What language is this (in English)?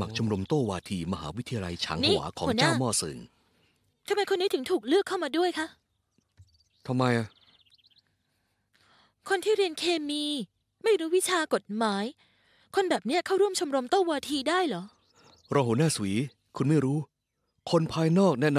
Thai